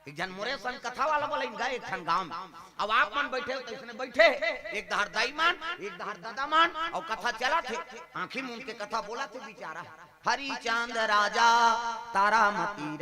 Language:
Chhattisgarhi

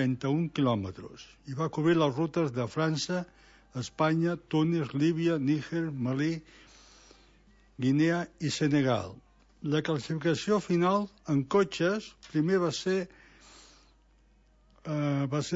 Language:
Catalan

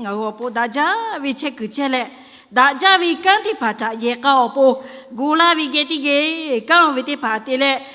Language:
Lahu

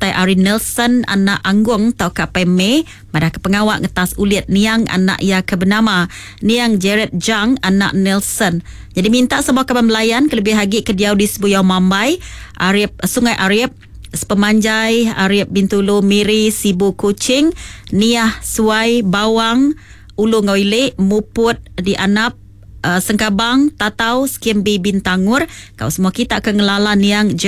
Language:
Iban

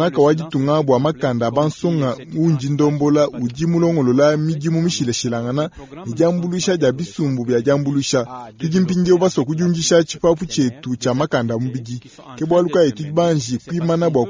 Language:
Luba-Lulua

